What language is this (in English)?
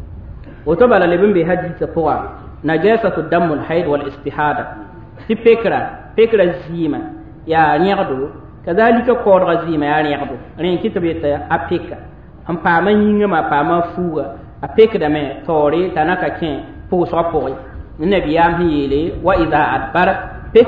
Mossi